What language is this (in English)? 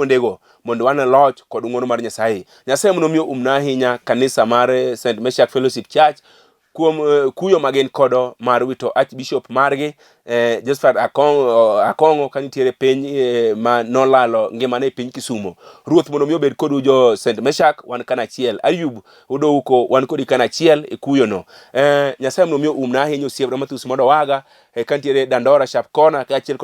Luo (Kenya and Tanzania)